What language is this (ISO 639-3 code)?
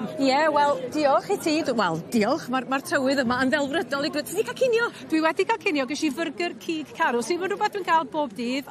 cym